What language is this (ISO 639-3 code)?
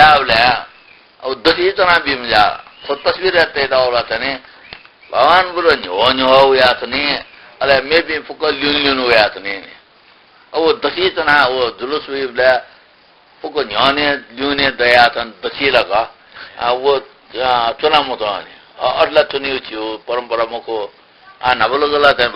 new